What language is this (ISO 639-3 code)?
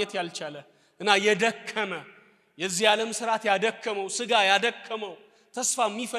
amh